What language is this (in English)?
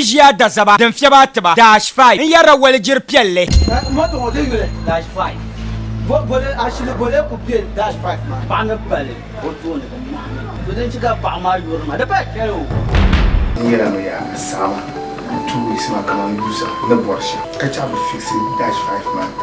Dagbani